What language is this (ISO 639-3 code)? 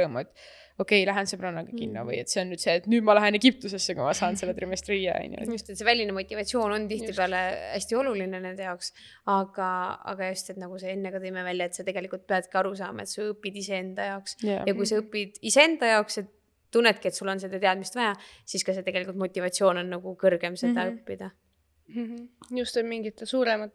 est